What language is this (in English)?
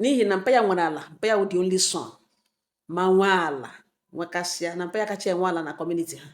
Igbo